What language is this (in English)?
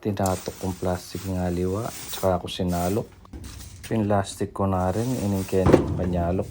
Pampanga